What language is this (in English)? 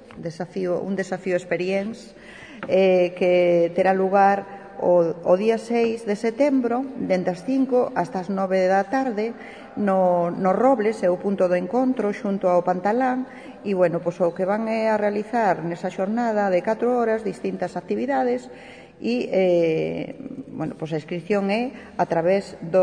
Galician